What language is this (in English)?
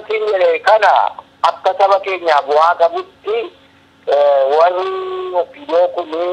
Oromo